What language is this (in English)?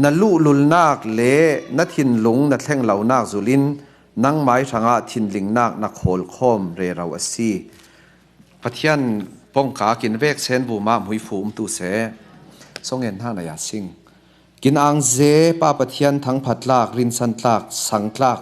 Falam Chin